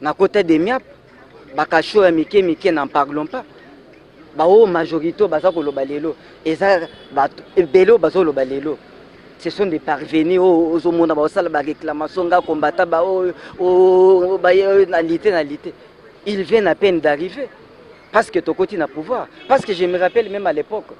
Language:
Lingala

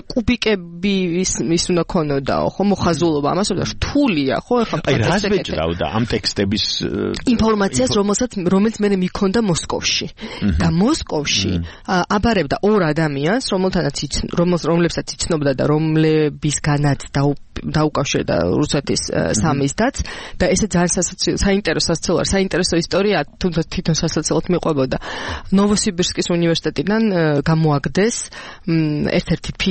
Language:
Georgian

